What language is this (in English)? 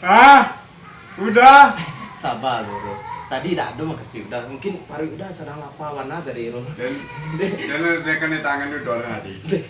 Minangkabau